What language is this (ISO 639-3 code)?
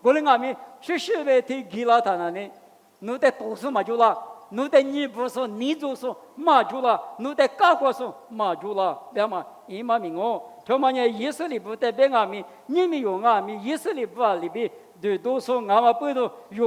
lis